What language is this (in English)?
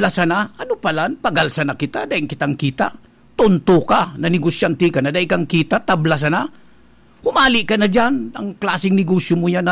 Bikol